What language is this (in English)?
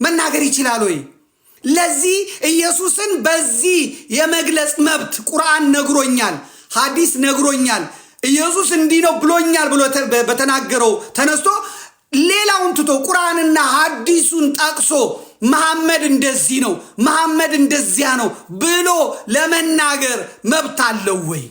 Amharic